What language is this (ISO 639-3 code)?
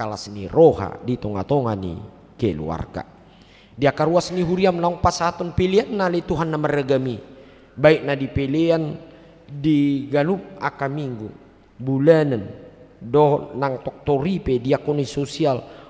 bbc